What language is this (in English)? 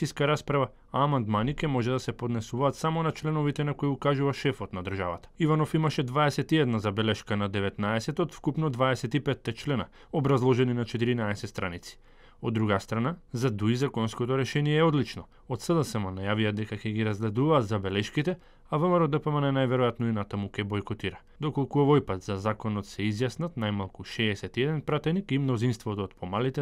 Macedonian